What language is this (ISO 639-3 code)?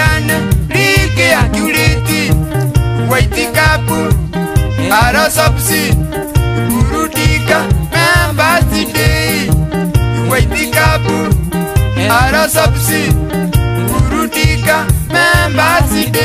swa